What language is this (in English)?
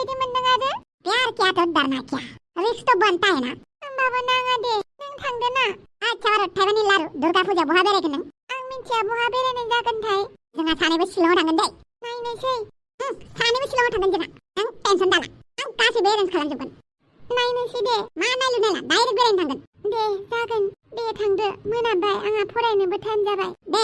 Bodo